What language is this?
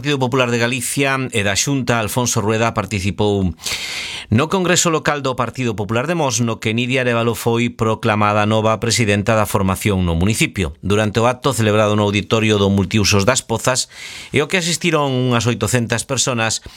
Galician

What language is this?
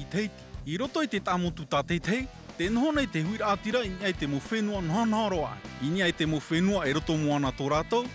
Tahitian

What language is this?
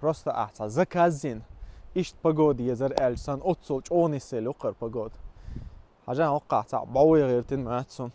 Chechen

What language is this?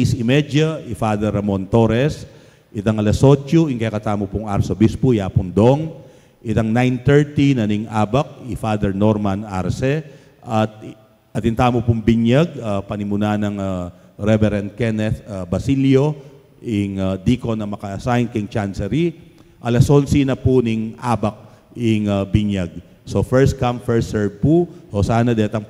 Pampanga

